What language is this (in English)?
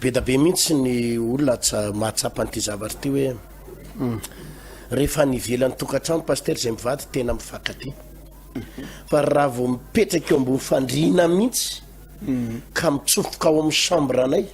Malagasy